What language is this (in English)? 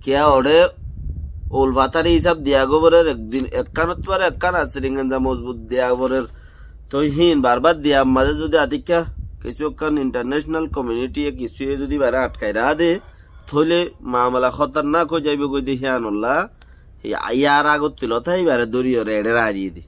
Rohingya